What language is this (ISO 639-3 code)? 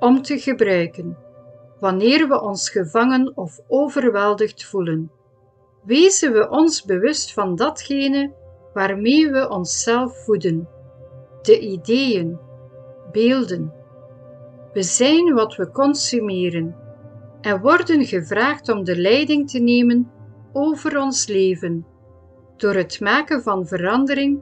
nld